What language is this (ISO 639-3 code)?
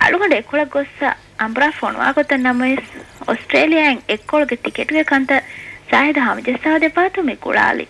div